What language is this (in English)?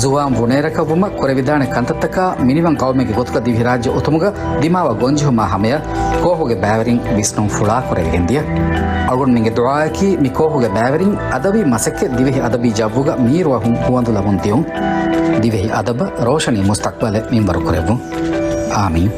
Divehi